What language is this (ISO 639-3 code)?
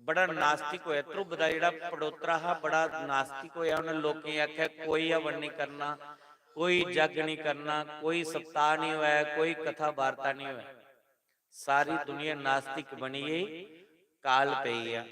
doi